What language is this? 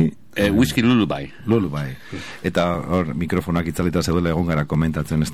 Basque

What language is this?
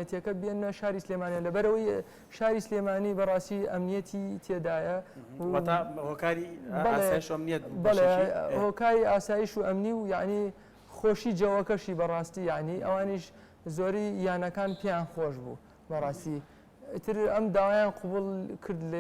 Central Kurdish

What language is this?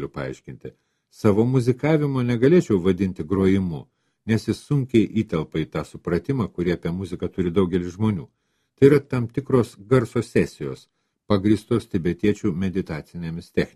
Lithuanian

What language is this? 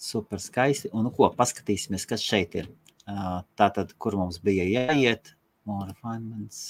Latvian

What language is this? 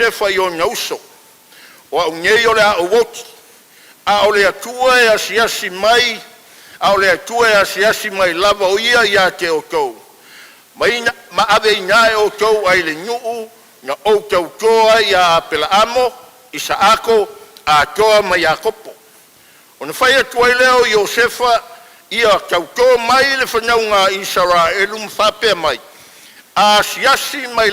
Samoan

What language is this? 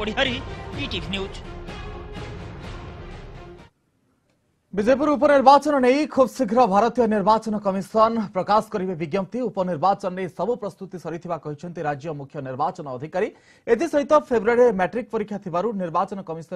Odia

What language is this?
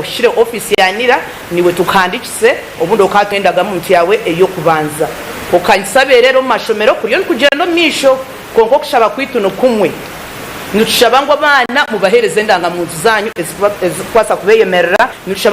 Nyankole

